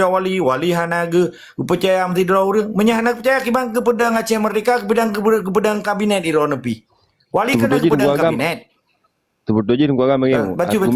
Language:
Achinese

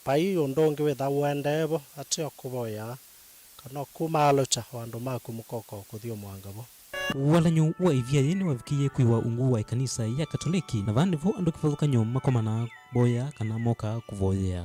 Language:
Kamba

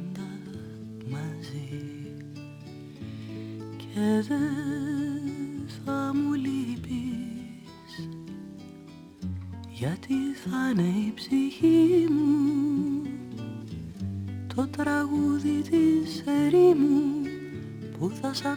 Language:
Greek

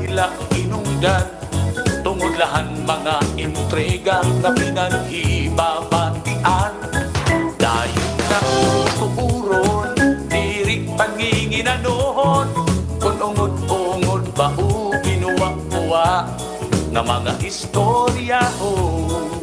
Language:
Waray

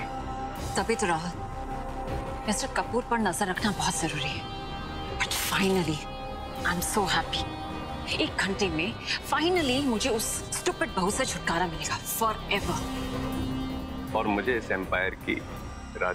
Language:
Hindi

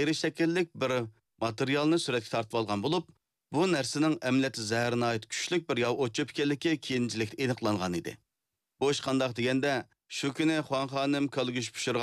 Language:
Uyghur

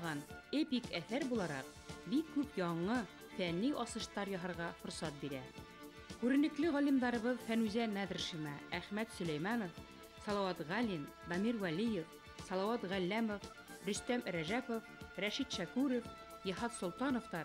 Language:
Bashkir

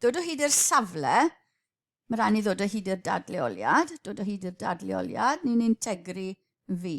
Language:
Welsh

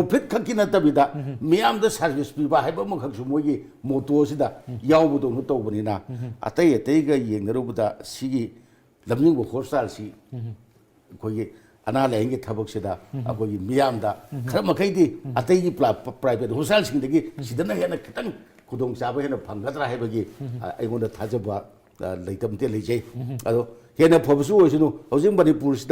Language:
Manipuri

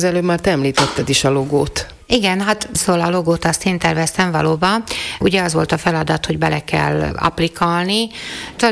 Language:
Hungarian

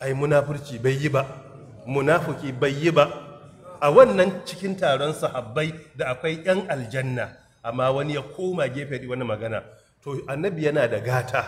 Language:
Hausa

